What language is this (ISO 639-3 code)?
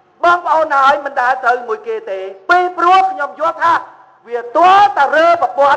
khm